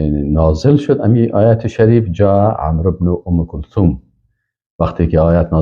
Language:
Persian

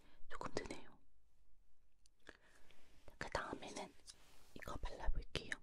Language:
Korean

